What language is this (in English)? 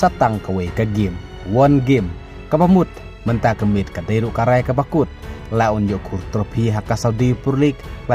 Khasi